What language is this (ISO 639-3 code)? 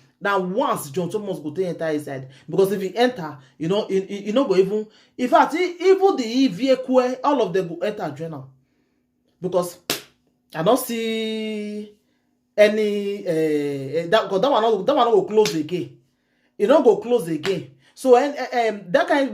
pcm